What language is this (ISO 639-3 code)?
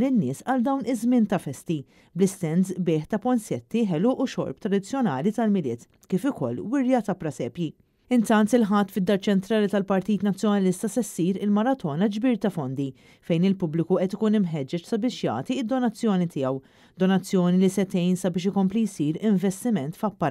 mlt